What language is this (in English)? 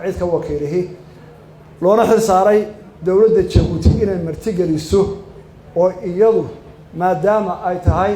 Somali